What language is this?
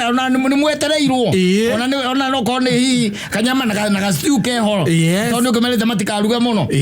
Kikuyu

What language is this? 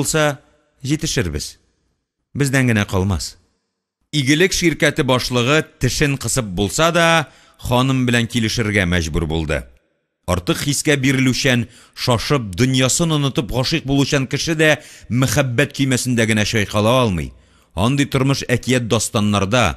Tatar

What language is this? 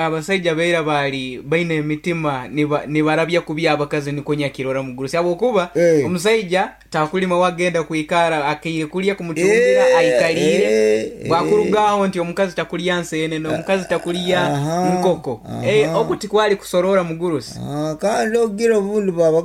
Nyankole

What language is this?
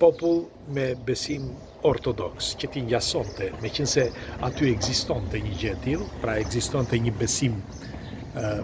Albanian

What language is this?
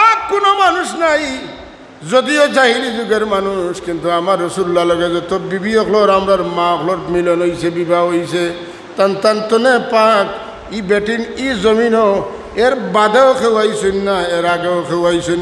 Sylheti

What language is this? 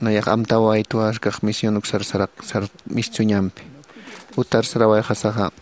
Aymara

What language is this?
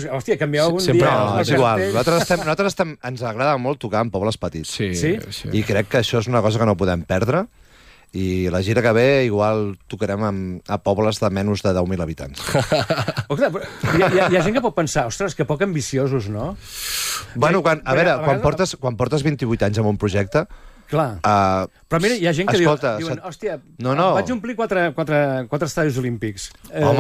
Catalan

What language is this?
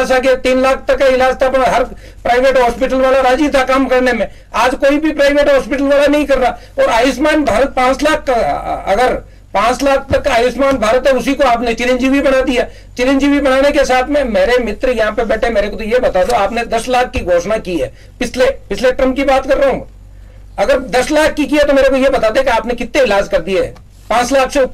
Hindi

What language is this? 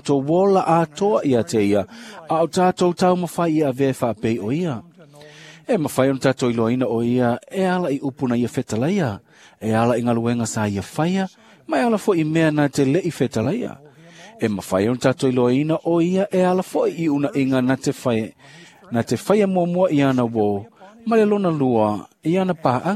Samoan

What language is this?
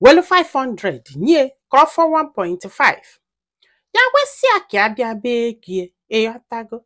Igbo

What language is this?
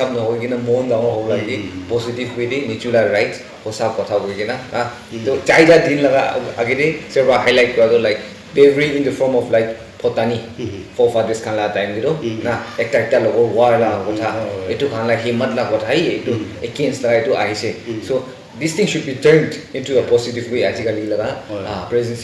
Naga Pidgin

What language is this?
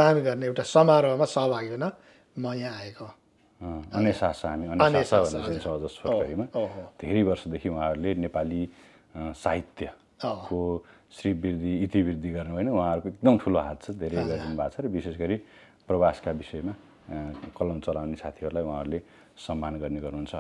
Nepali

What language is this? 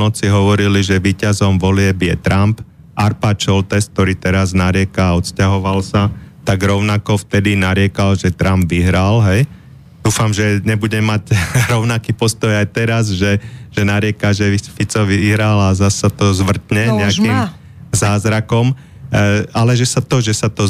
Slovak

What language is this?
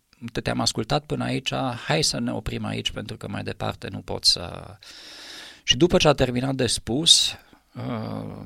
Romanian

